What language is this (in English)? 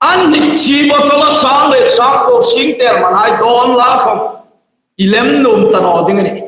Hmar